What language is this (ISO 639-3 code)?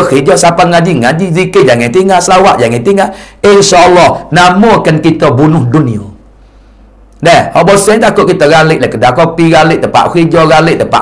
msa